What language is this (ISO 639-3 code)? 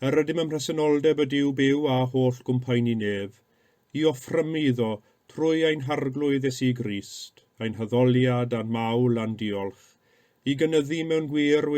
cym